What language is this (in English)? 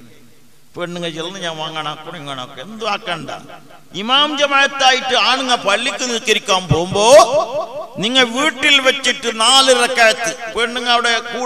Malayalam